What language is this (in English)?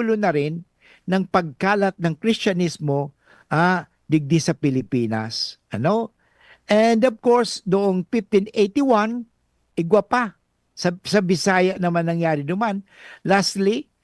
Bikol